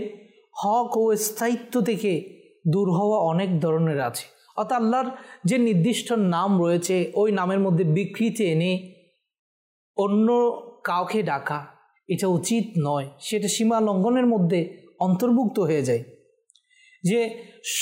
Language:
Bangla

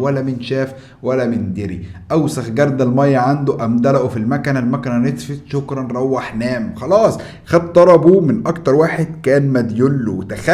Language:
Egyptian Arabic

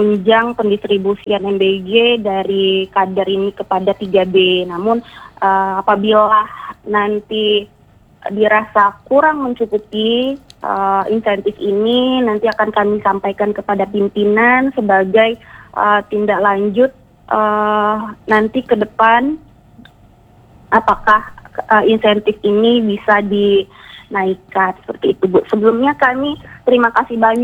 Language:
Indonesian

